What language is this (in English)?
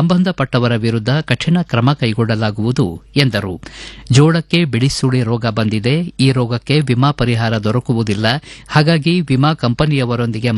Kannada